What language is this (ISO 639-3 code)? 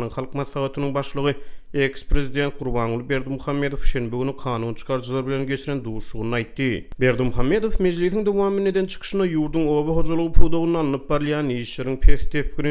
tuk